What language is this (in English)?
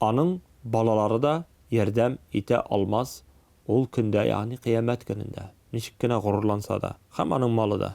Tatar